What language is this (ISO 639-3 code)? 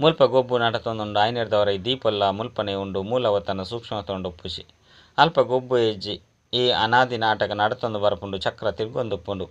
tcy